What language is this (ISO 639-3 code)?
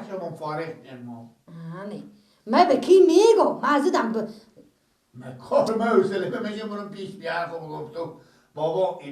fas